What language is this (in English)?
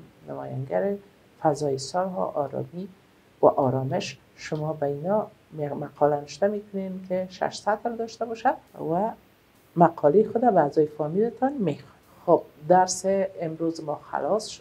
Persian